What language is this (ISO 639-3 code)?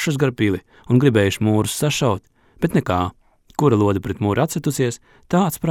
lav